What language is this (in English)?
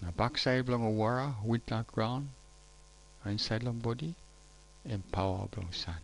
Tok Pisin